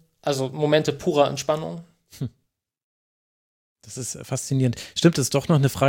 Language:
German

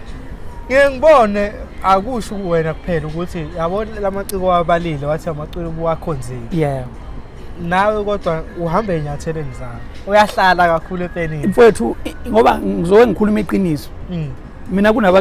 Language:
Zulu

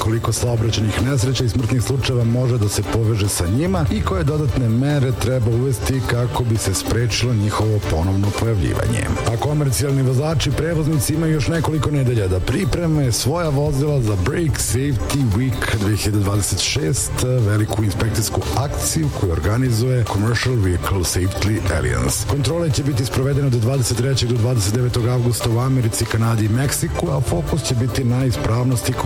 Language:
Serbian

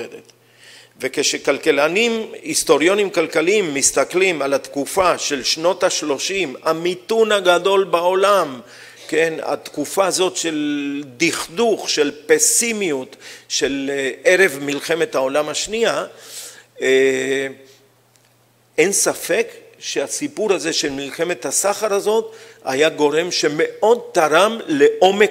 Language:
Hebrew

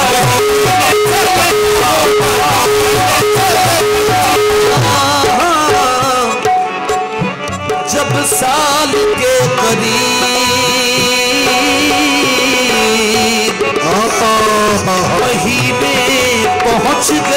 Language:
Hindi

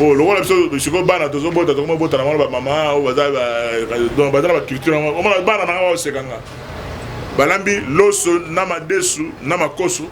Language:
Lingala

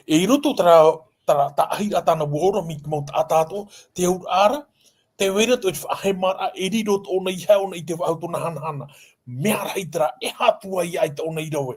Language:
Tahitian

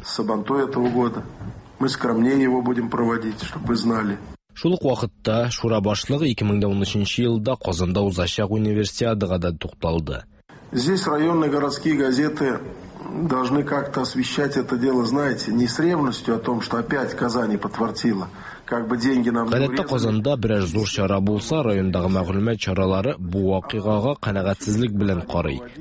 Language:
Tatar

